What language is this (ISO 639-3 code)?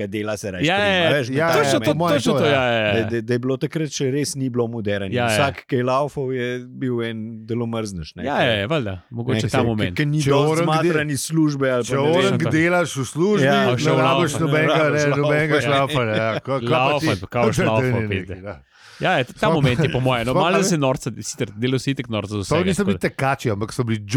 slv